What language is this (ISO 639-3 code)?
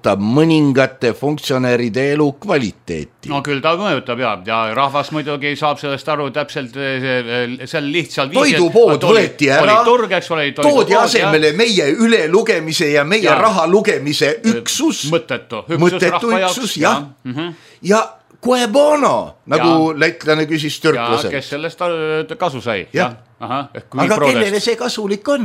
est